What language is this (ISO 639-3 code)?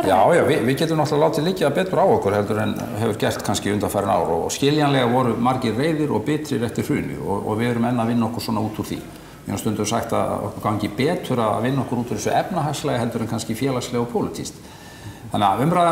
isl